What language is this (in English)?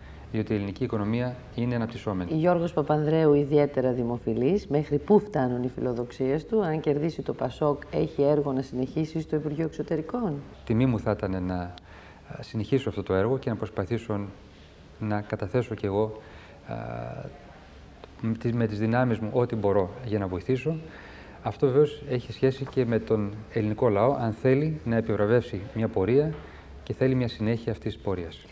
Greek